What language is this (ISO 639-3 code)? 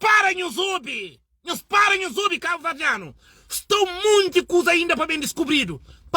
kea